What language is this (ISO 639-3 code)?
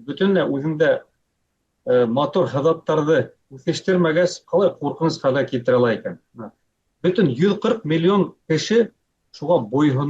bak